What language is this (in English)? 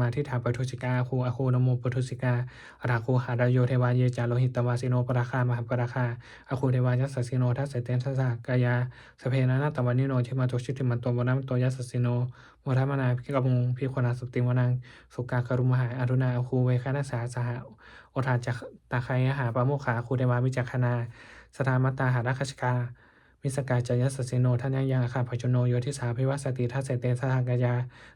Pali